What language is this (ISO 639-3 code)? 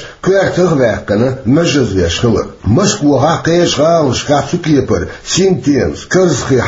che